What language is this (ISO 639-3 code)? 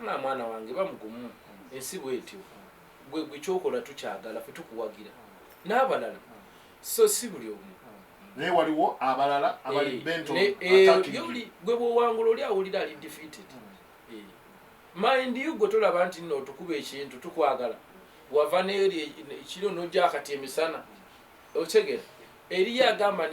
lug